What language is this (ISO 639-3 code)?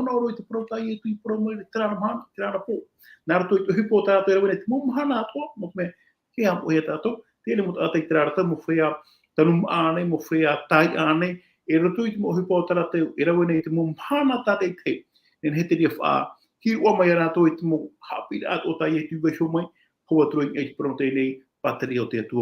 tah